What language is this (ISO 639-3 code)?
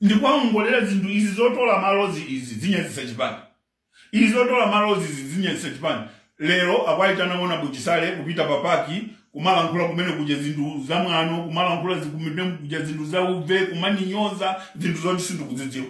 nya